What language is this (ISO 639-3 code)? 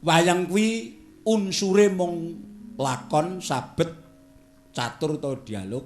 jav